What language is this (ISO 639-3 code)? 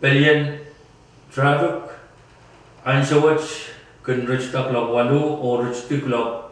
pon